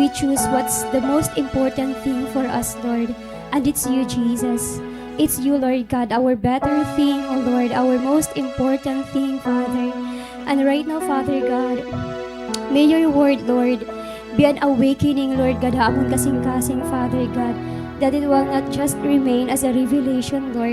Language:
Waray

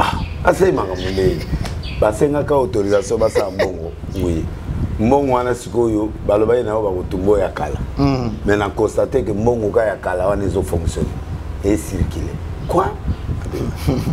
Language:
Lingala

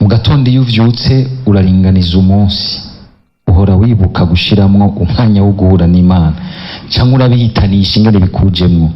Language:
Rundi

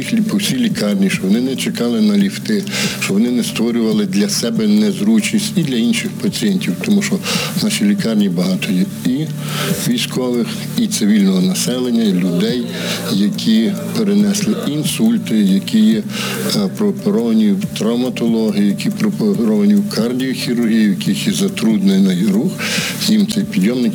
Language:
Ukrainian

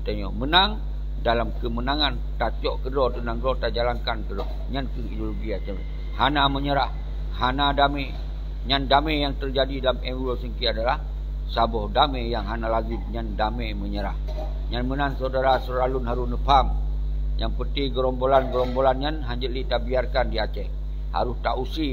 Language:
Achinese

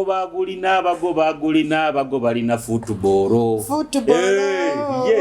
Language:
Nyoro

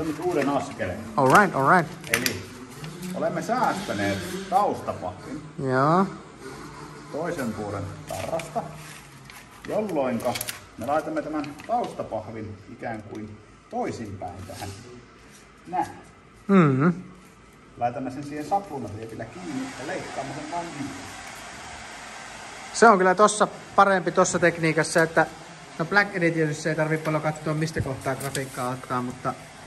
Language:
Finnish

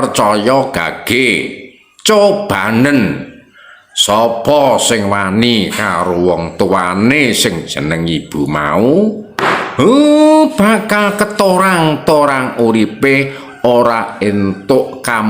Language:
Javanese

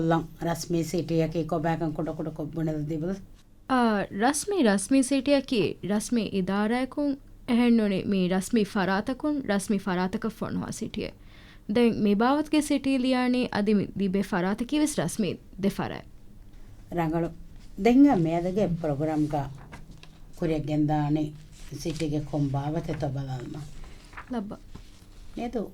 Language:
Divehi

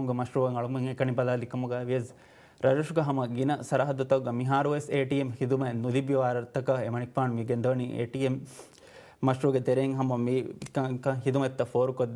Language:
Divehi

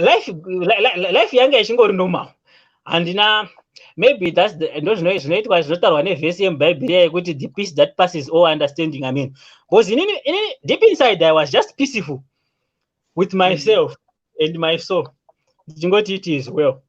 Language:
Shona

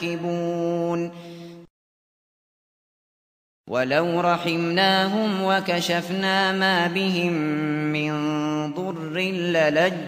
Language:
Arabic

